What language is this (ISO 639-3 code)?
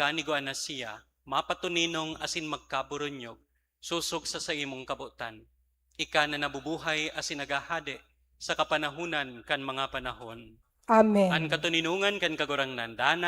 bik